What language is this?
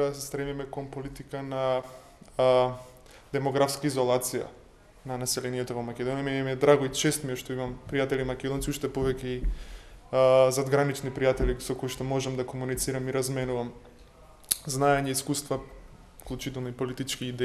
Macedonian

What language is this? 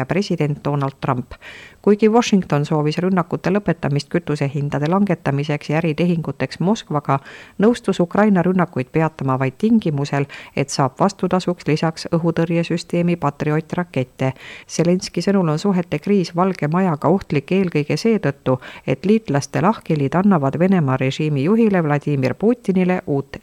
Estonian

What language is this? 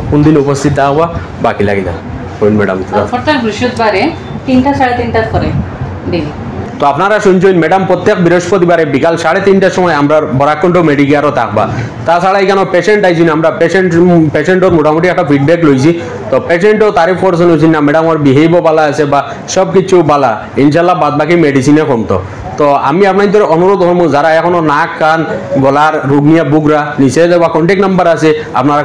Sylheti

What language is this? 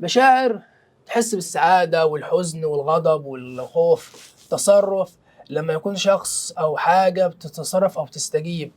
Egyptian Arabic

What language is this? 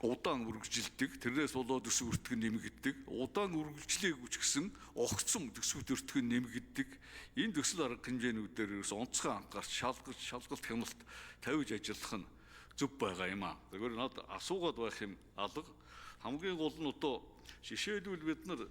Mongolian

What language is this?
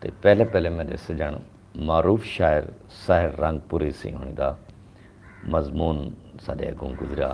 Saraiki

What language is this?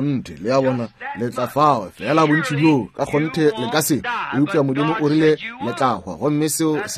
Northern Sotho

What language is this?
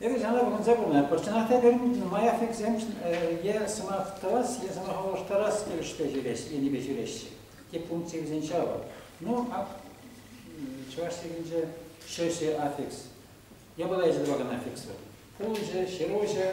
Chuvash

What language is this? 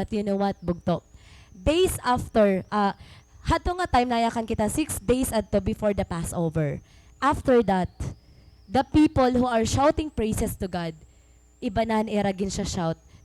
Waray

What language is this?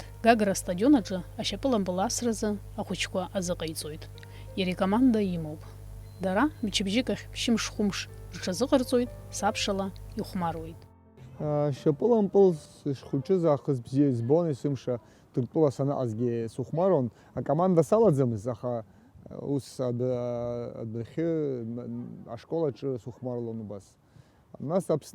Abkhazian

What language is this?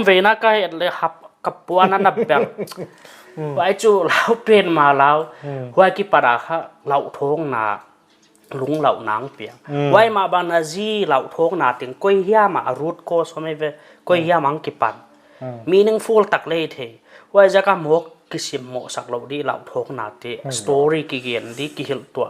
Paite Chin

